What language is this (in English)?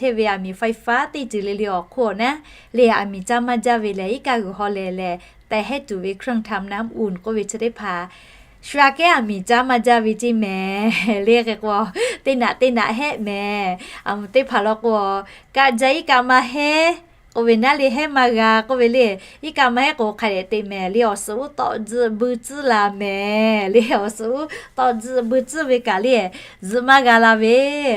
Lahu